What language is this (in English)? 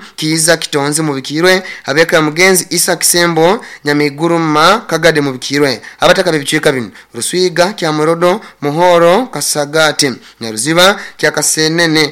Nyoro